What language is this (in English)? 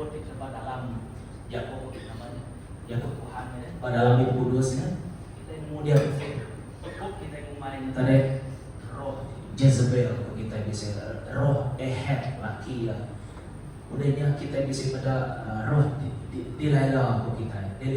Iban